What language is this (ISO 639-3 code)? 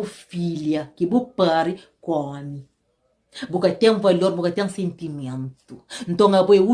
kea